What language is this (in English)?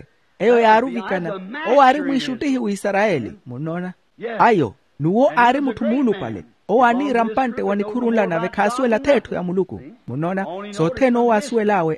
Makhuwa